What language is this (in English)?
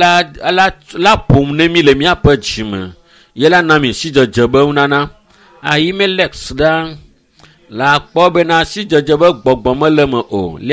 Ewe